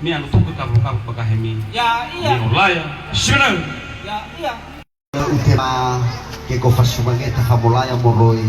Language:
Nias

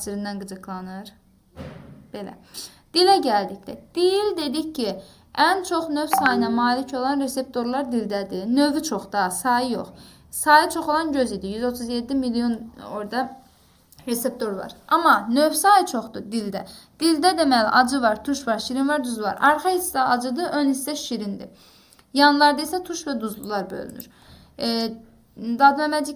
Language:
Azerbaijani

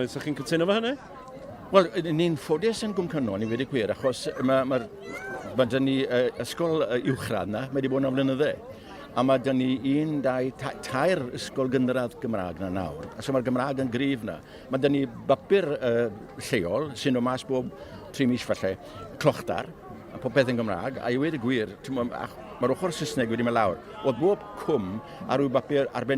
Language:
Welsh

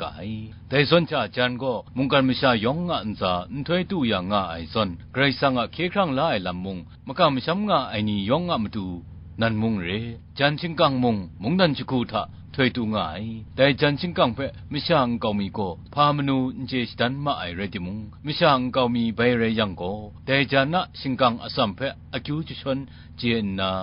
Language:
Kachin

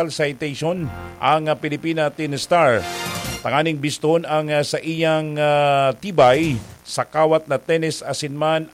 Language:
Bikol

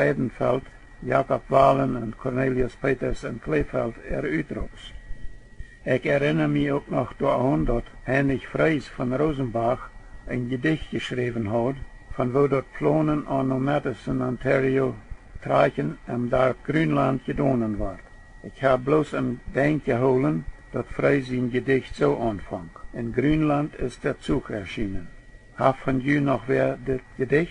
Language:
Plautdietsch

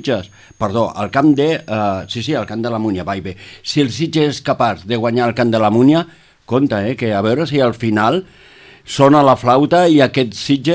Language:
Catalan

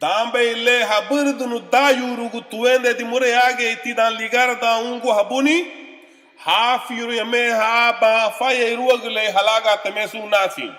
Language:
Garifuna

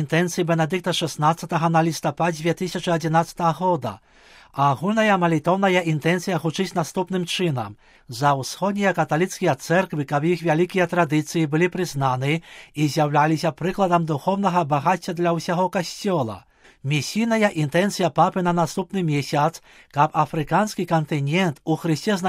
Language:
Belarusian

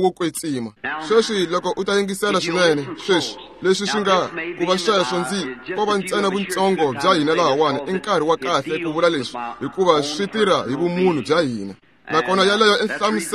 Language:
Tsonga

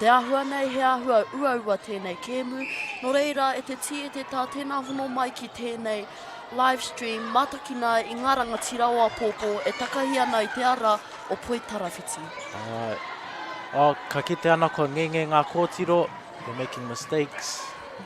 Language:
Māori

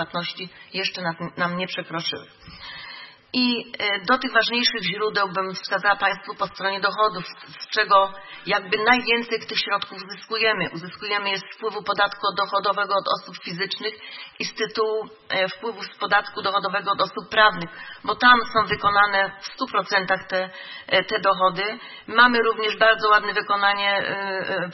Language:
Polish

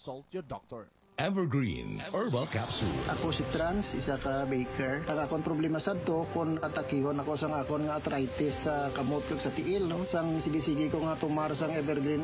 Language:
Hiligaynon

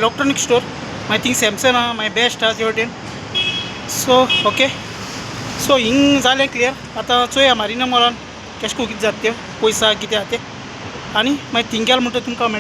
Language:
Konkani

